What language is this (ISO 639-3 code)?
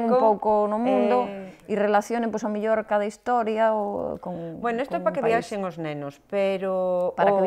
glg